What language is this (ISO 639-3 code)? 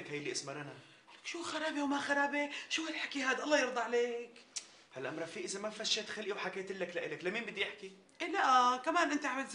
apc